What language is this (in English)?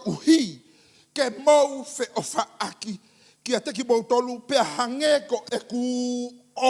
Tongan